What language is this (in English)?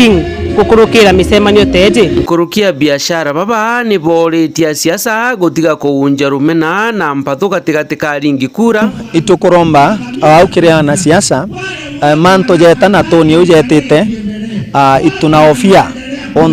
Meru